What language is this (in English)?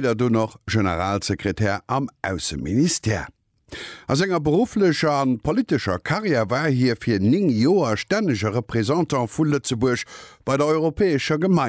Luxembourgish